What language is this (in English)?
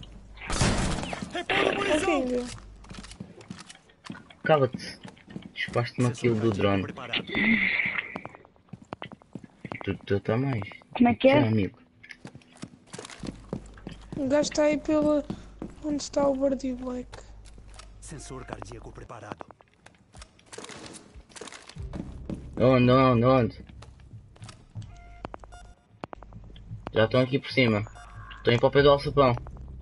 Portuguese